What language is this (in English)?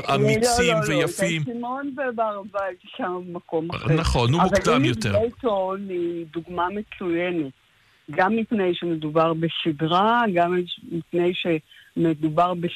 Hebrew